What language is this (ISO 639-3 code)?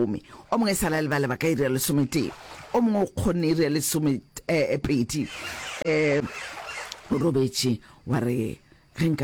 nso